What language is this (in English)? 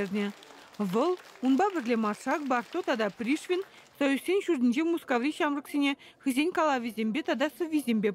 Chuvash